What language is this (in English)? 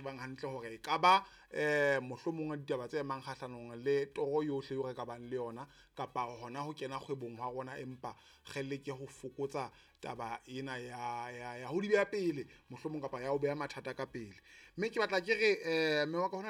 Southern Sotho